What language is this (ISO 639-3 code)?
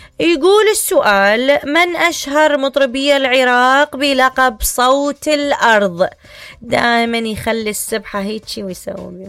acm